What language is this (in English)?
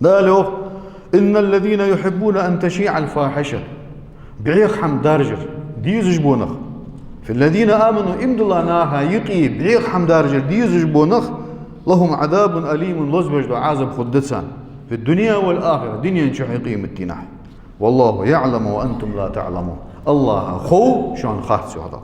Ingush